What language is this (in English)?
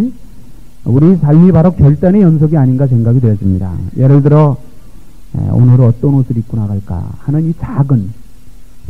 Korean